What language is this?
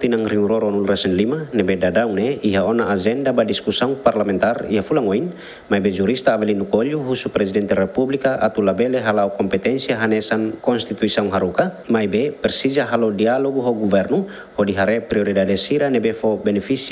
Tetum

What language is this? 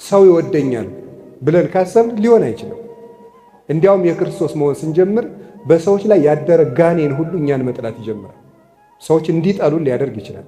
Amharic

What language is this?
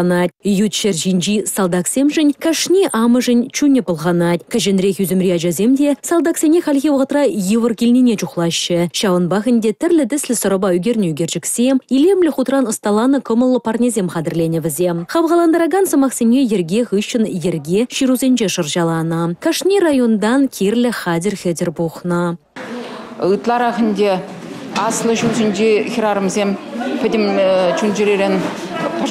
Chuvash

